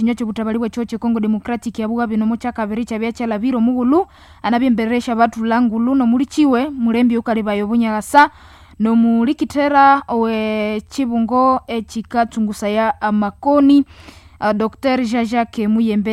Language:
Nande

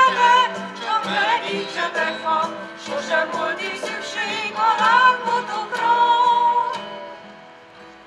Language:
Hungarian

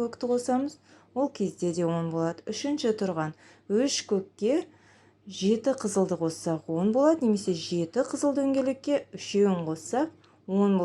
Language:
Kazakh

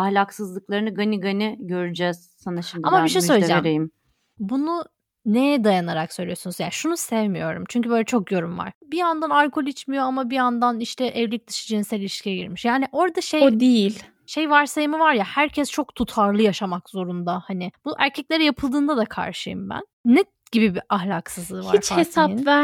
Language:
Turkish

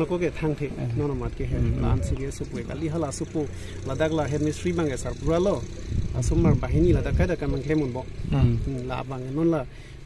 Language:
Karbi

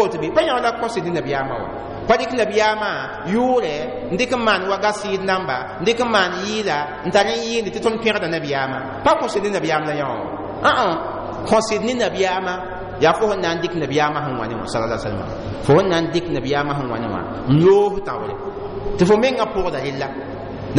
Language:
Mossi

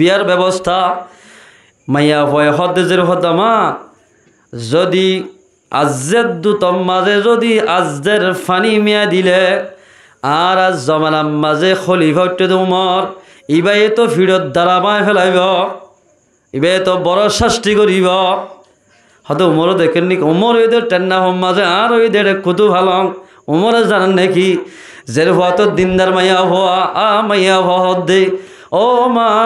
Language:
Rohingya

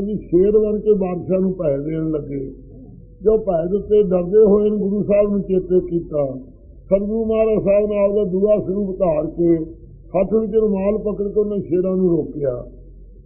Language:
Punjabi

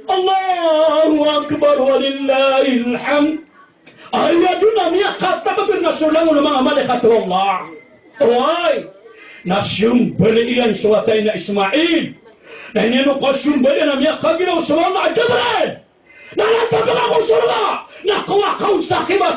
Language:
Maranao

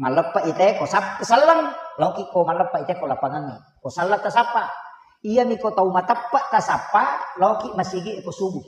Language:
Buginese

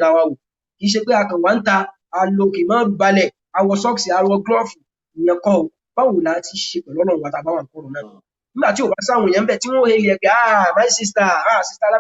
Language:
Yoruba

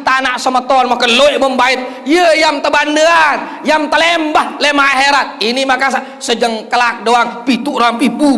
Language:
Sasak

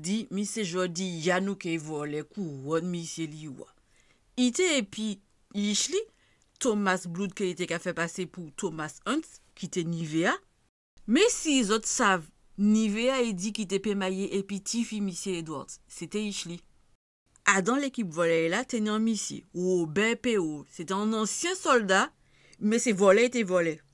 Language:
Guadeloupean Creole French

